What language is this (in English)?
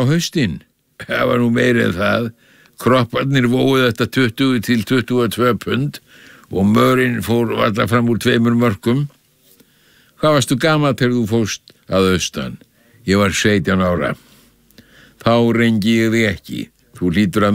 Icelandic